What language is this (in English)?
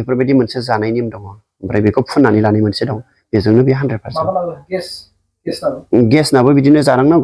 Bodo